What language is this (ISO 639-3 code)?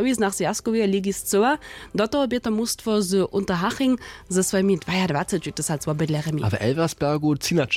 hsb